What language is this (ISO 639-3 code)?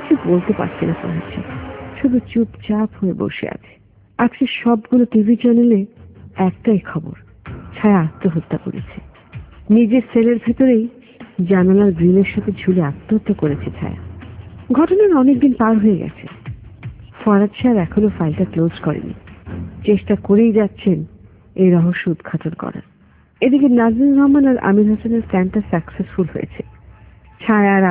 ben